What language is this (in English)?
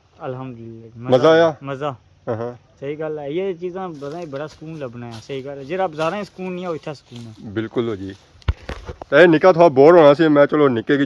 Pahari-Potwari